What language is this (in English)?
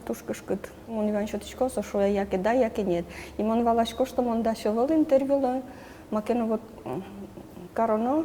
Udmurt